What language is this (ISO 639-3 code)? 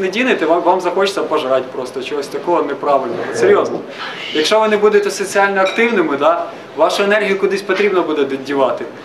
ukr